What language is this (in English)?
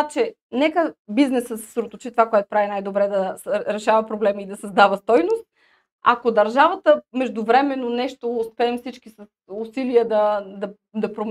Bulgarian